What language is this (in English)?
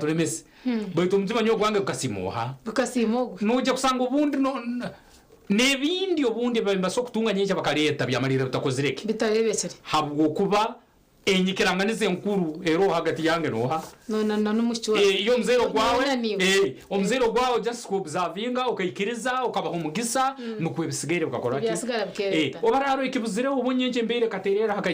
Nyankole